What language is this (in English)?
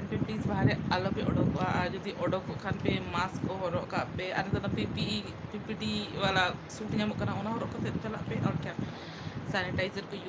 Santali